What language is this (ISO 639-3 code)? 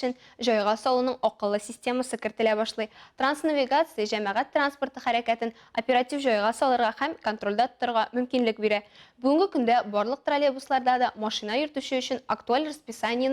tat